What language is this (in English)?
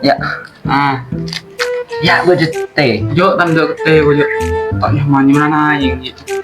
Madurese